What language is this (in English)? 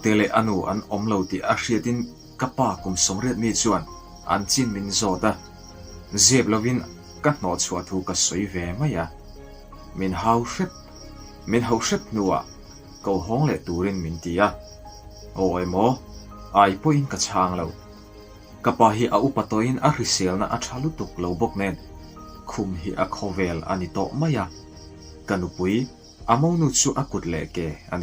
Mizo